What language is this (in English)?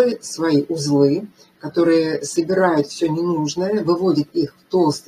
Russian